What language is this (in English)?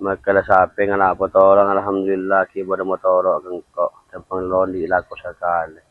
Madurese